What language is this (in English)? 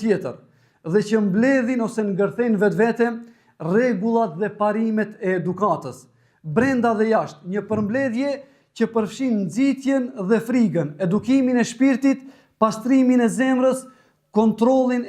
Albanian